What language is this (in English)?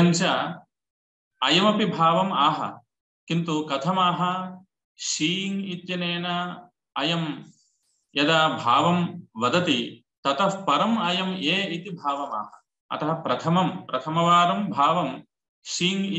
Sanskrit